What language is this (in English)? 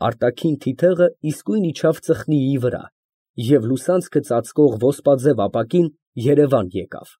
Armenian